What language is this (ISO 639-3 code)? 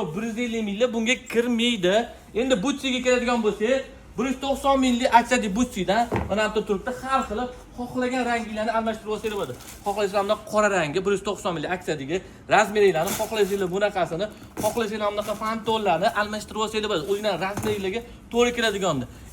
uzb